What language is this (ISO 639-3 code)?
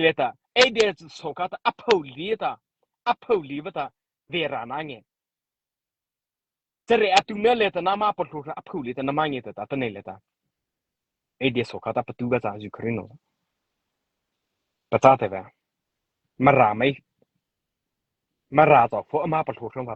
mrh